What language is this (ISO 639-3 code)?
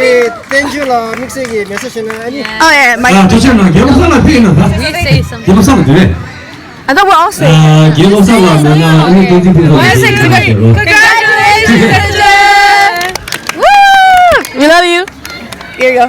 bod